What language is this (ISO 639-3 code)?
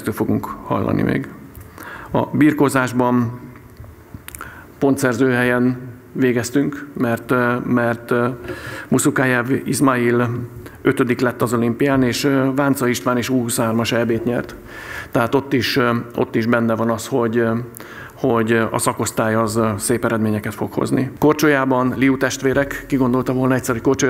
hun